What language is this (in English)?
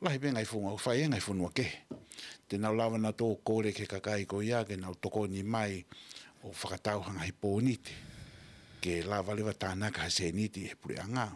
Tongan